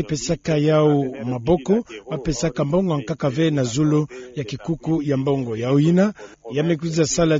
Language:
Kituba (Democratic Republic of Congo)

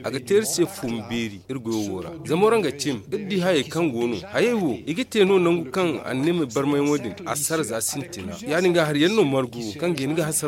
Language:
Zarma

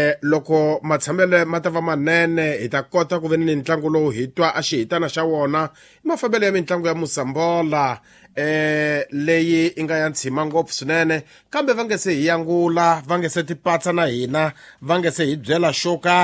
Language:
Tsonga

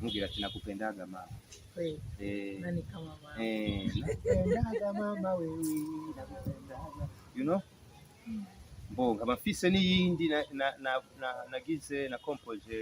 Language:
Rundi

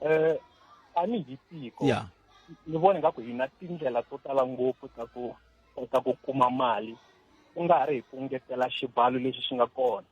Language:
Tsonga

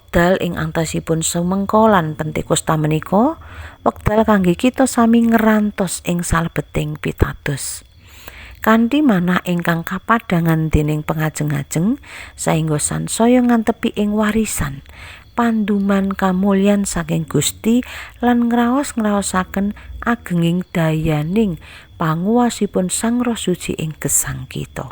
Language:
Javanese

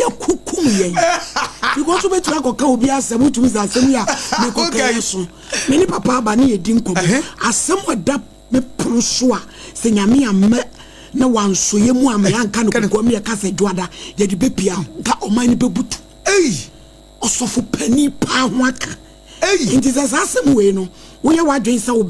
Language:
Akan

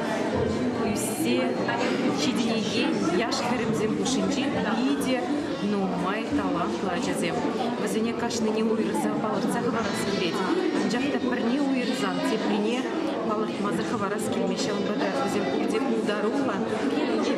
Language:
Chuvash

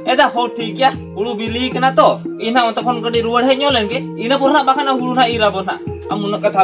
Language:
Santali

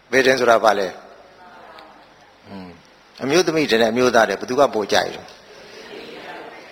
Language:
Burmese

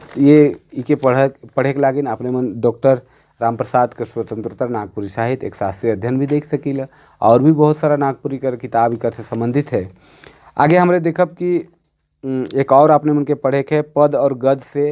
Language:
Sadri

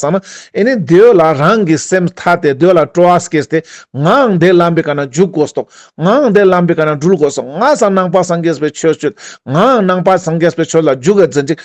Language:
Ladakhi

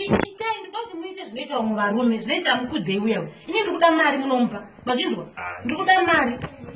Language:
Shona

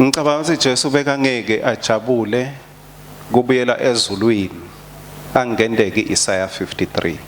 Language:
Swati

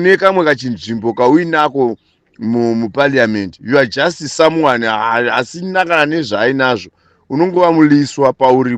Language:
Shona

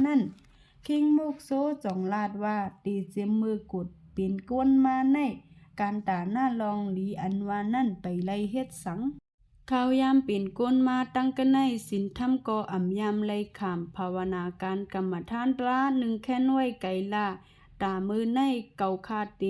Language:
Shan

